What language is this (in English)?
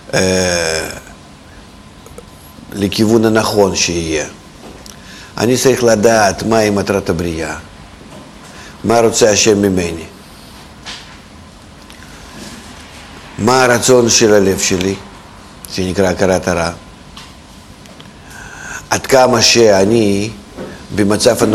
Hebrew